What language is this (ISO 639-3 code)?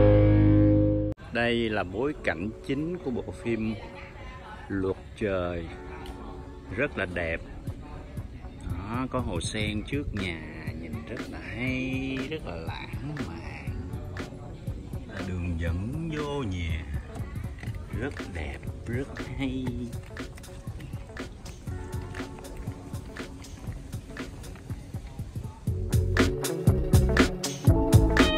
vie